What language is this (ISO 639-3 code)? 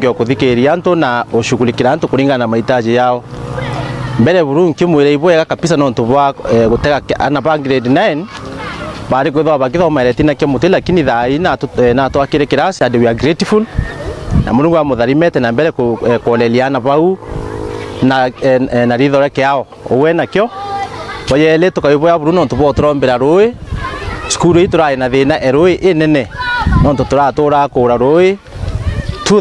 mer